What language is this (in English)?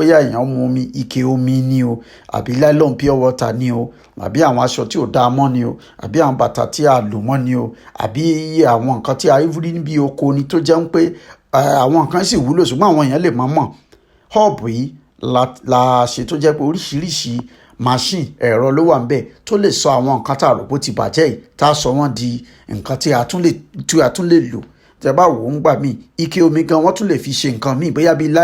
Yoruba